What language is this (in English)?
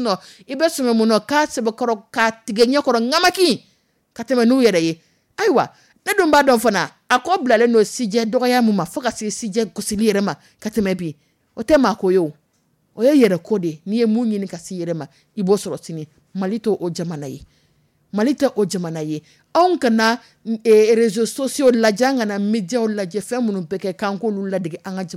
Dyula